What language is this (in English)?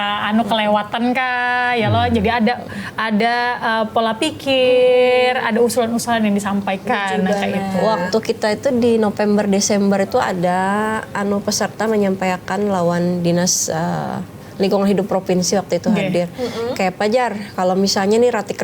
Banjar